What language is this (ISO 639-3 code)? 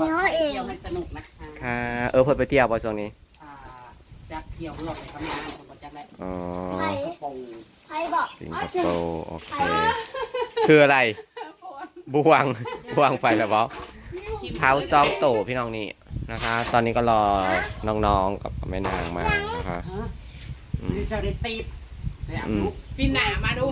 tts